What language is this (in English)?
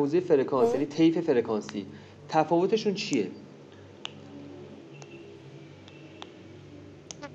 Persian